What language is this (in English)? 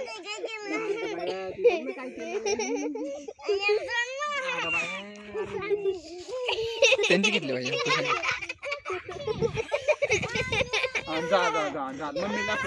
Marathi